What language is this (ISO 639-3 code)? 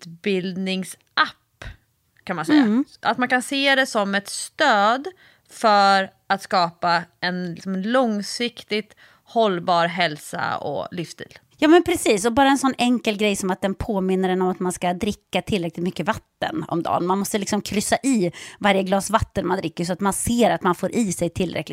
swe